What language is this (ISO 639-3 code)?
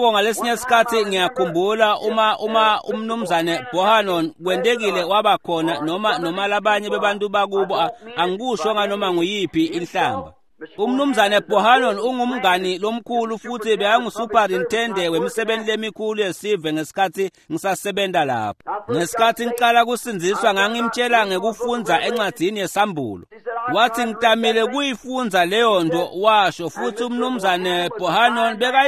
ssw